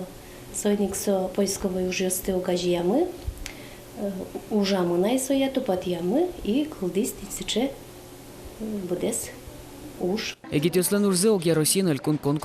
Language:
Udmurt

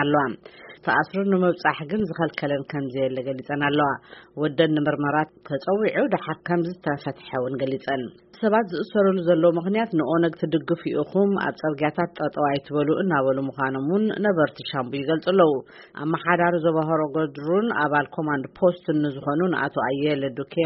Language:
Tigrinya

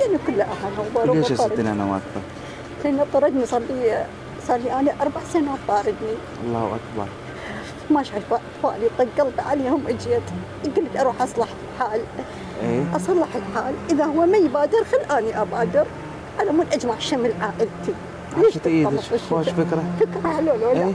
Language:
Mesopotamian Arabic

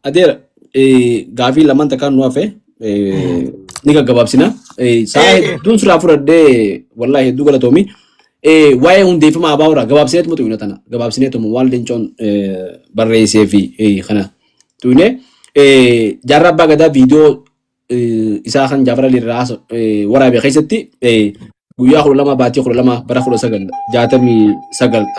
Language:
Oromo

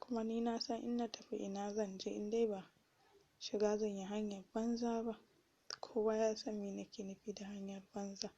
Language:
Hausa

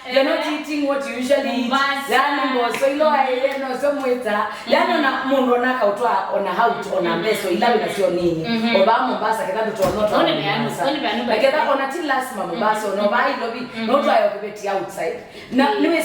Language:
Kamba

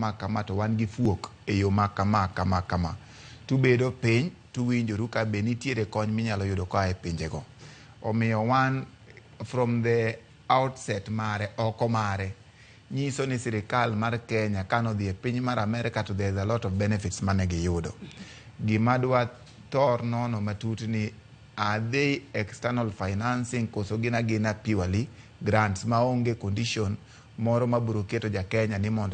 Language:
Luo (Kenya and Tanzania)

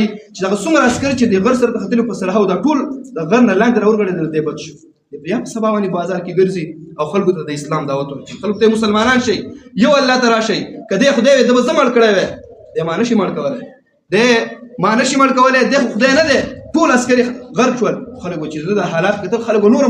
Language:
Pashto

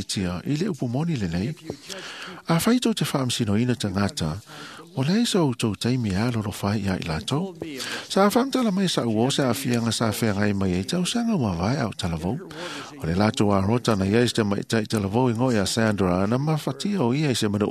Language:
Samoan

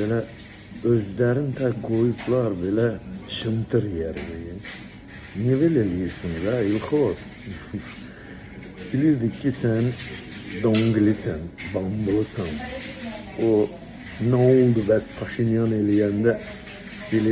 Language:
Azerbaijani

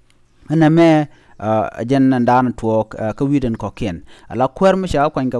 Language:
Nuer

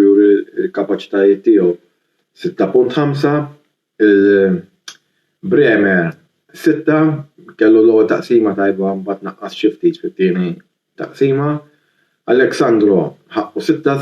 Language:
Maltese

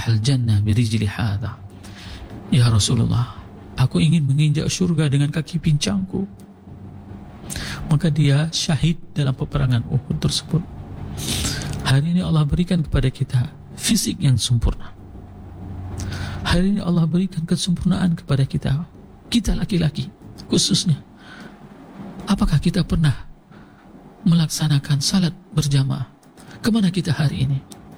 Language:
Indonesian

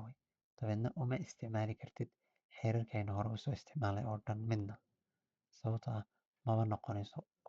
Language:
Somali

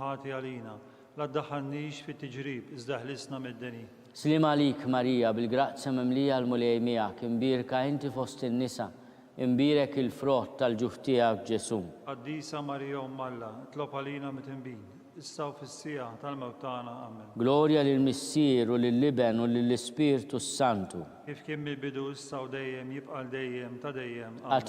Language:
Maltese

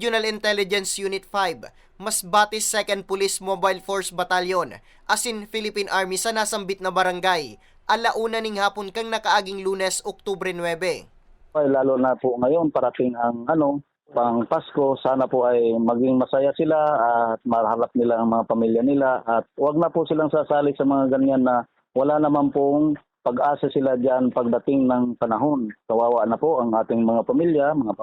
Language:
Bikol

